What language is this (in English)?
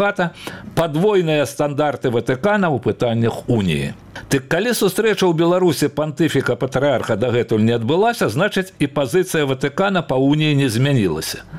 Belarusian